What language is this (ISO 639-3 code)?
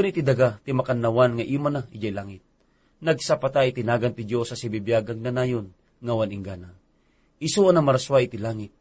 ilo